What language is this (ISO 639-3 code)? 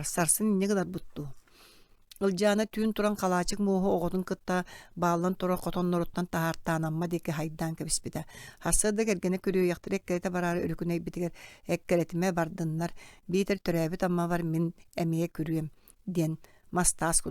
sah